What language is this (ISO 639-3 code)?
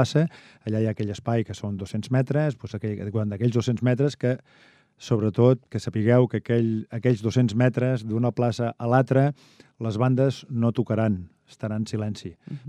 cat